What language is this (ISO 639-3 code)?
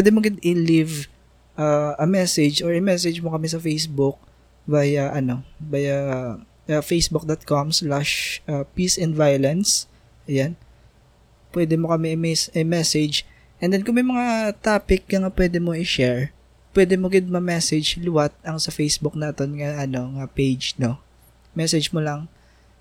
hil